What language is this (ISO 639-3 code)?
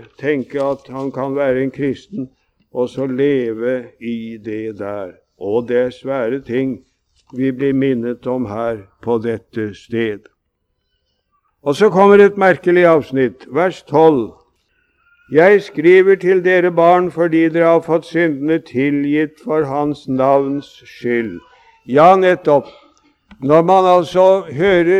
nor